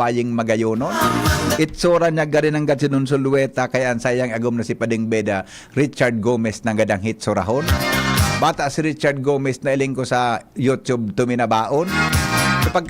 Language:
Bikol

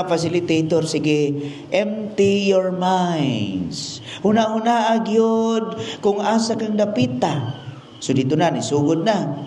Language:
Cebuano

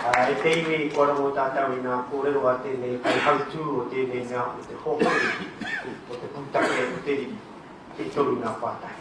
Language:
Māori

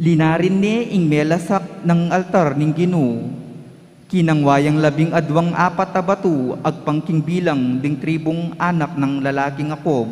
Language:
Pampanga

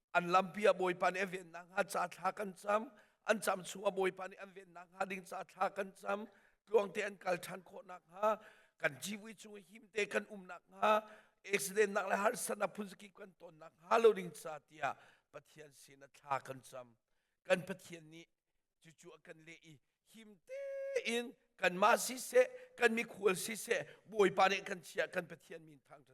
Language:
Hakha Chin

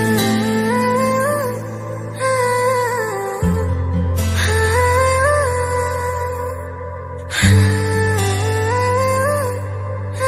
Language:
Kashmiri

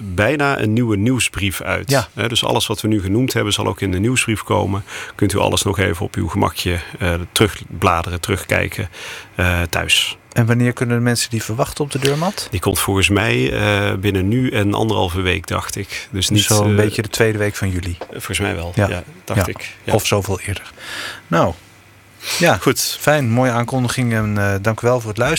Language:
Dutch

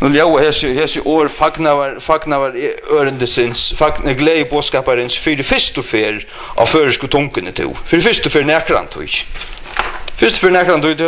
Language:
Faroese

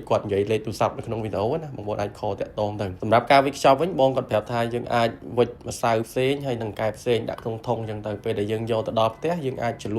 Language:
Khmer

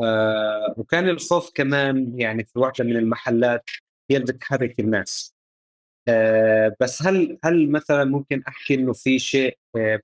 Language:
North Levantine Arabic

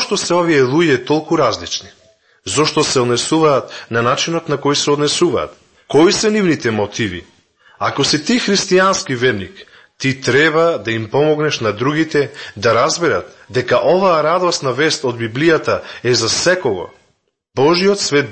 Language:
Macedonian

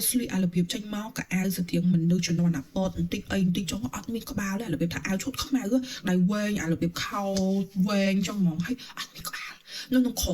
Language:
Khmer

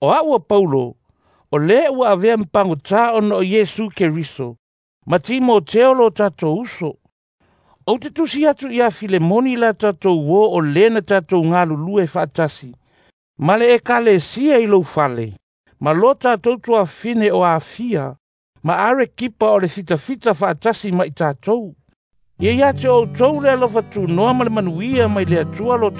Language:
Samoan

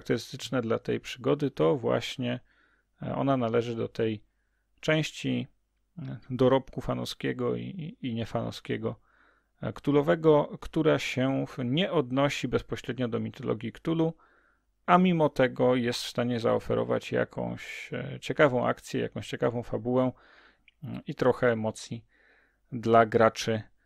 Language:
Polish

